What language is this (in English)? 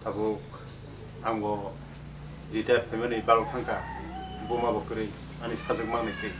Kok Borok